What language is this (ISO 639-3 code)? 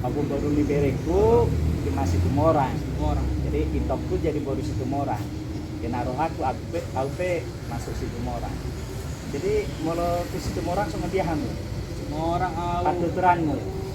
bbc